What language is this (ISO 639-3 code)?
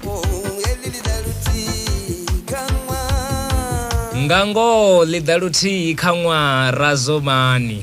ven